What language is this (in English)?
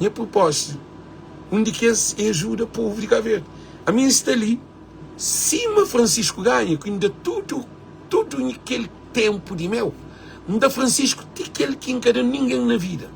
Kabuverdianu